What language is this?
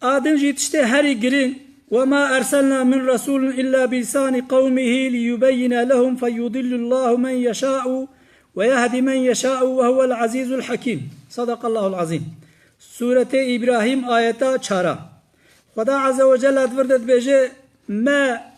Kurdish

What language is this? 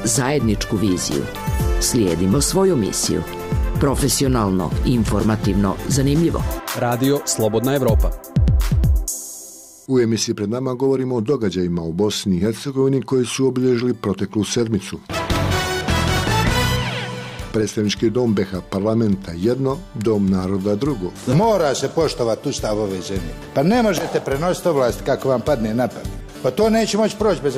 Bosnian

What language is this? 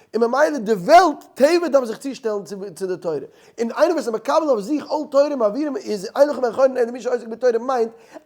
Yiddish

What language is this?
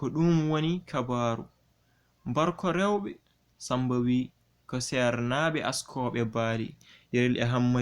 Fula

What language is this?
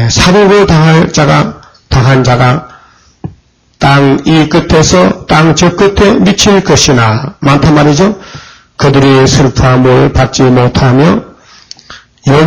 Korean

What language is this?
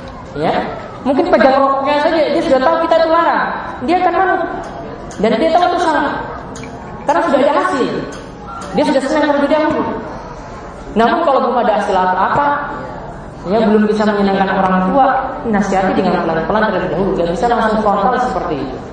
Indonesian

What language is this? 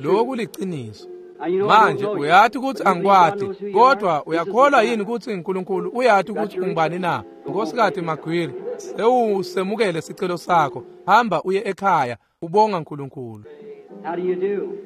Swati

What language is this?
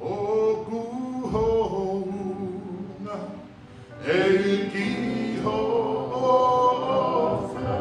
Tongan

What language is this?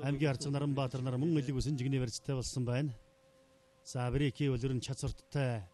Mongolian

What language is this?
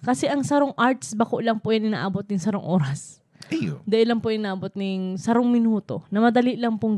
Bikol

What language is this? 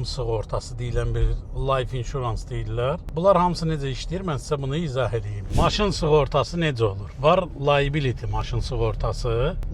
Azerbaijani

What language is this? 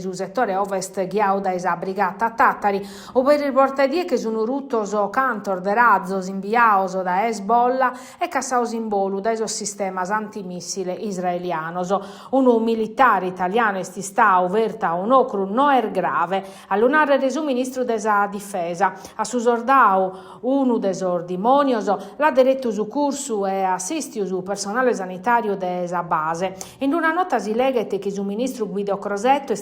Sardinian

